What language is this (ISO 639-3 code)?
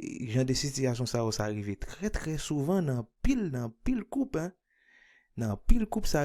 hat